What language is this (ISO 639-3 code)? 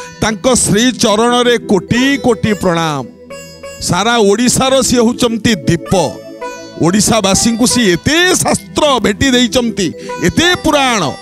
ori